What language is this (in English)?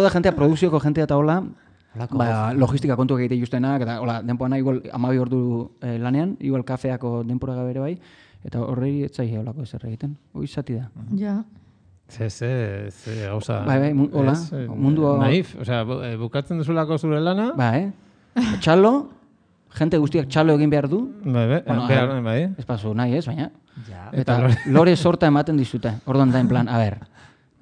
Basque